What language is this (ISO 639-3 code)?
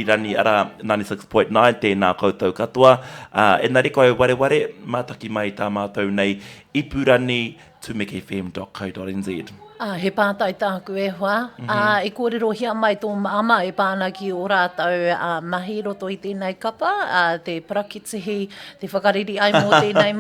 mri